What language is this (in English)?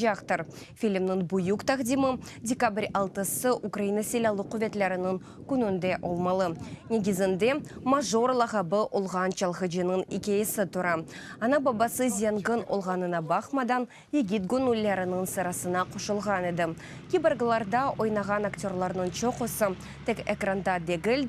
Crimean Tatar